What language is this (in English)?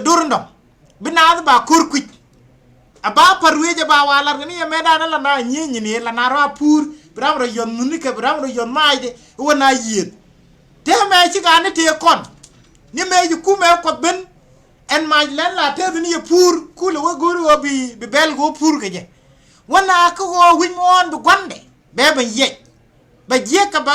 Nuer